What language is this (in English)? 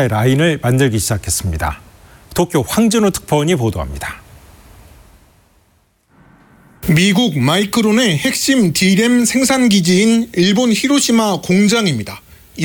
Korean